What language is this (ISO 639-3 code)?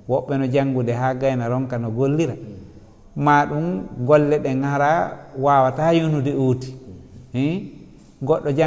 ful